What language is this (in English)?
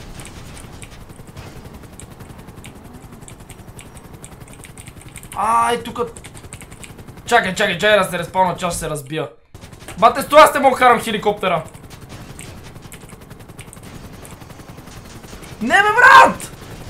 Bulgarian